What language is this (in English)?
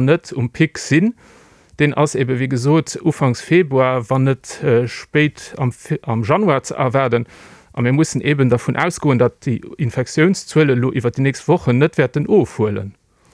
Luxembourgish